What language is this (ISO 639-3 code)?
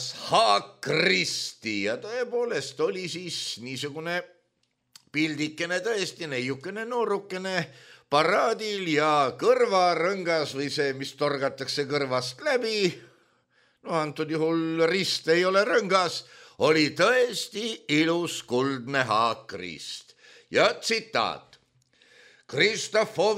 est